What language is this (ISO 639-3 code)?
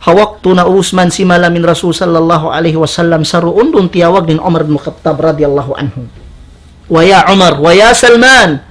tsg